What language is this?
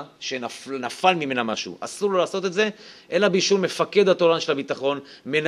Hebrew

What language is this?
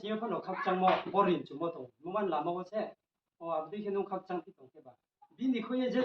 Riang (India)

